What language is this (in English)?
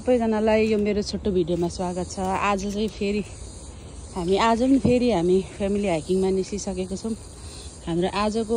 Nepali